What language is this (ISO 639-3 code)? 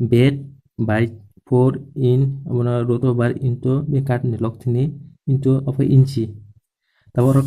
trp